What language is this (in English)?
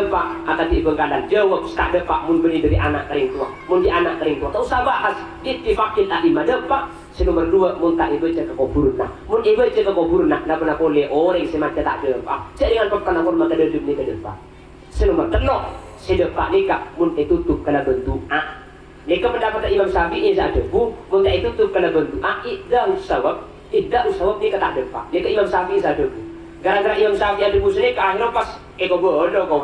Madurese